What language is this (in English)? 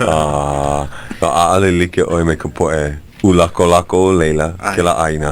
Hawaiian